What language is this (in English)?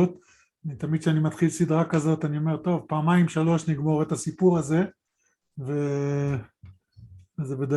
Hebrew